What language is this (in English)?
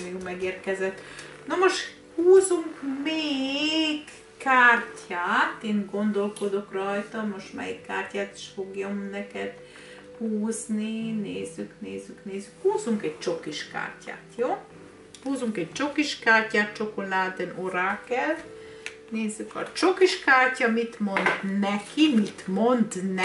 Hungarian